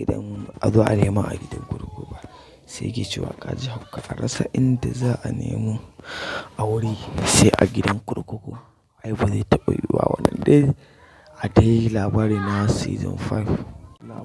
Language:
Hausa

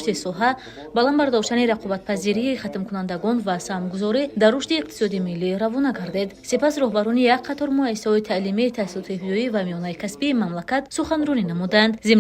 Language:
Tajik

